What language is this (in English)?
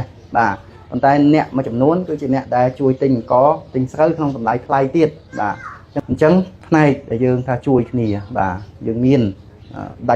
Khmer